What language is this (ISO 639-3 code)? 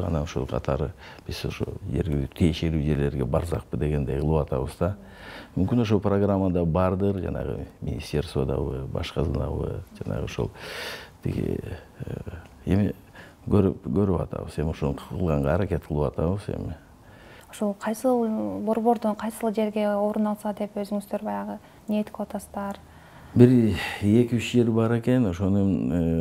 kir